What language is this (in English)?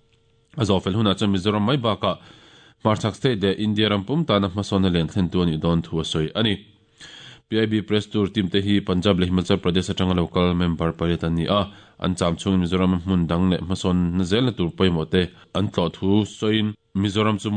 Mizo